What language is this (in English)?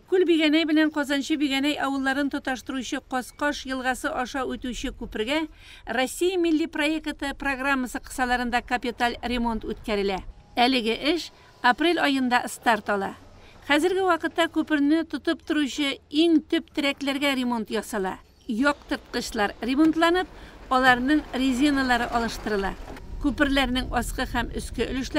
Tatar